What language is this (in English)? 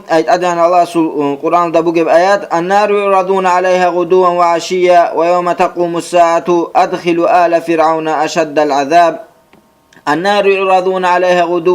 Avaric